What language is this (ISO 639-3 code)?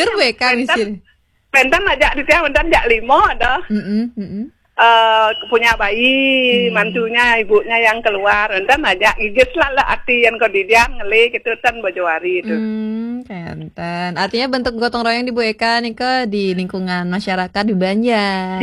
ban